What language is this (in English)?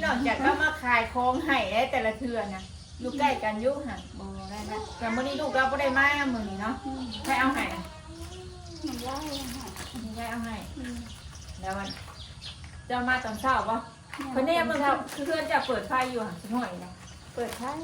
Northeastern Thai